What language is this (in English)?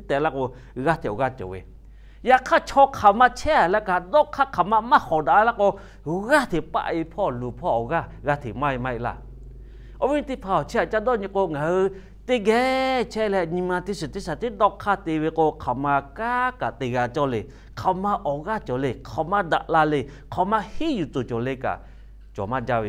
Lahu